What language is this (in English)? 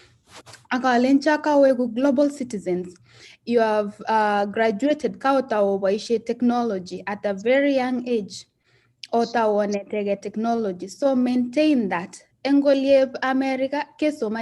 Kalenjin